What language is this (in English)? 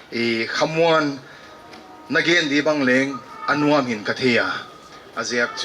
Paite Chin